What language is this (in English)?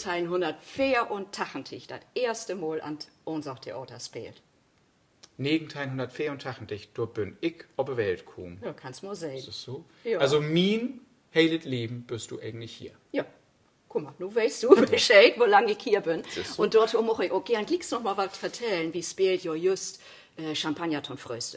Low German